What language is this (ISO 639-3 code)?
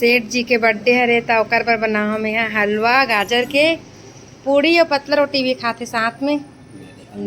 hne